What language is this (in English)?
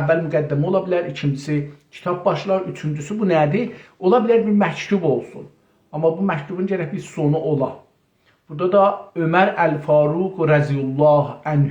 South Azerbaijani